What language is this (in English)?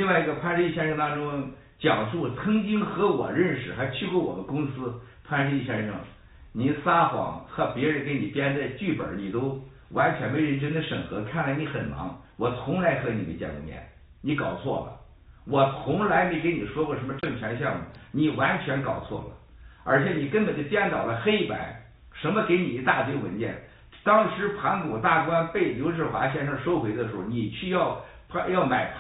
Chinese